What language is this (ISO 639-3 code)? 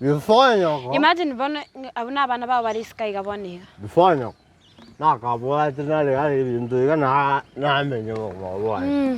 guz